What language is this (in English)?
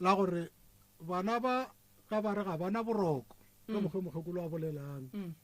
Northern Sotho